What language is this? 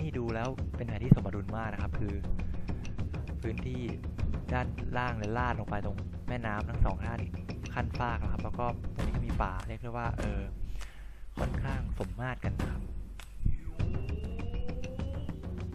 Thai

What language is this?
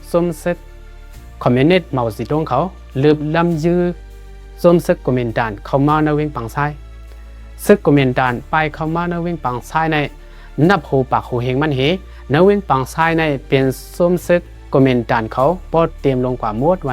Shan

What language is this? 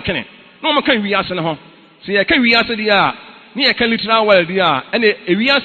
Akan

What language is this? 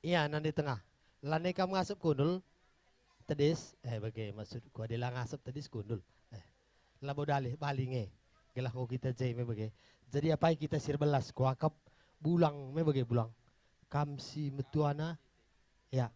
Batak Karo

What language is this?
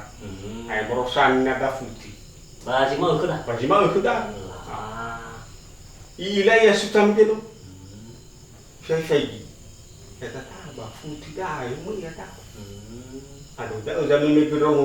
Nias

